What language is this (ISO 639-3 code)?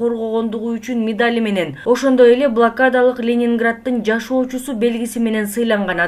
kir